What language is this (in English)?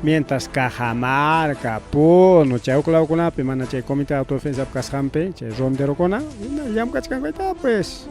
Ayacucho Quechua